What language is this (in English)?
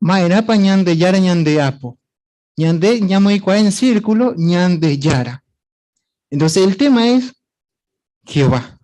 Guarani